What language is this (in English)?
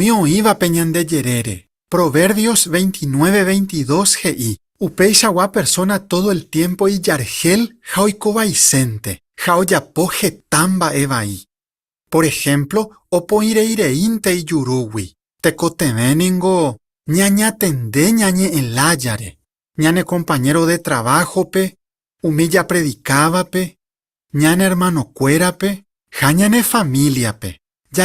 Guarani